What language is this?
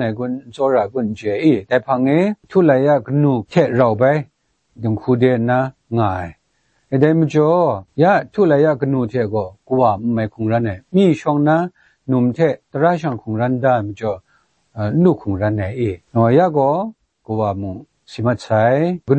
Kachin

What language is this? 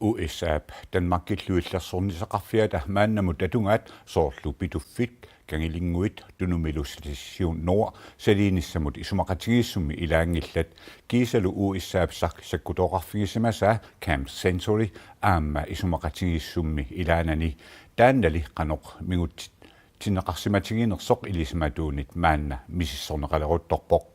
Kalaallisut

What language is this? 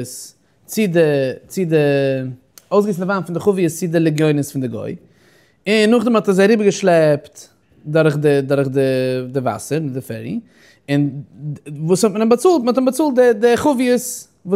Yiddish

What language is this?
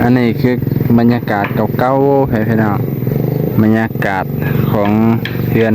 Lao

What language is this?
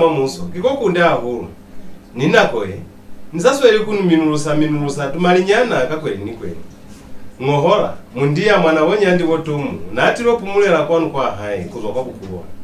Lozi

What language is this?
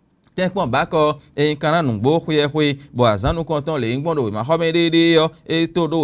Fon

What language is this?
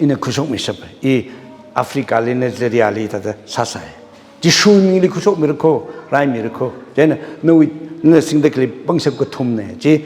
Tangkhul Naga (India)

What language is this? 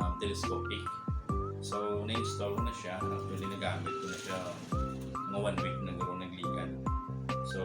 Hiligaynon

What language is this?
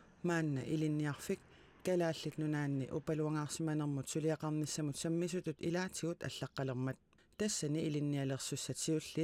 Kalaallisut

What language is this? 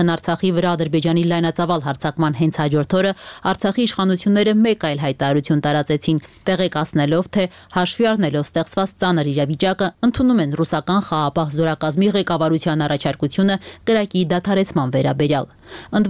Armenian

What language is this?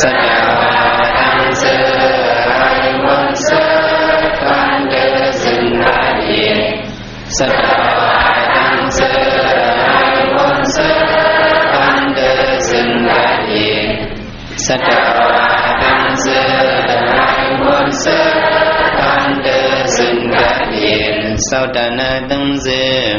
Shan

